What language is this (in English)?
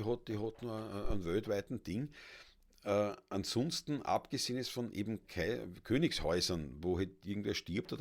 Bavarian